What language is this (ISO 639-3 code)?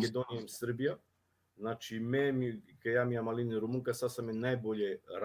rmn